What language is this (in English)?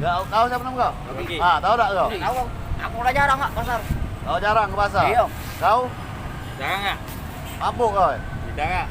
Musi